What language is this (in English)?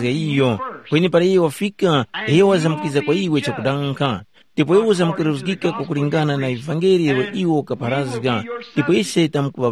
Tumbuka